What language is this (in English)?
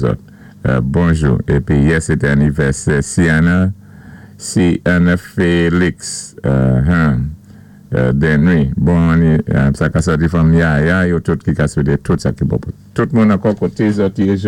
Saint Lucian Creole French